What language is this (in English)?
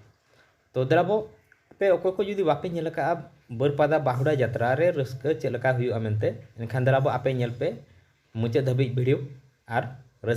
Santali